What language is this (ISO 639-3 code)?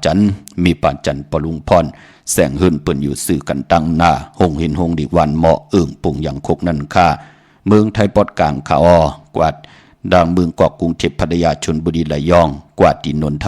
shn